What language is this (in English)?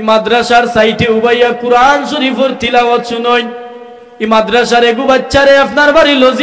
Sylheti